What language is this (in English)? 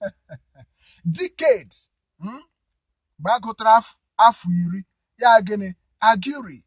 Igbo